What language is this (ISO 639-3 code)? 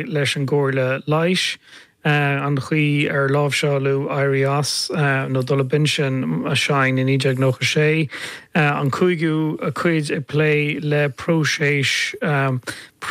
gle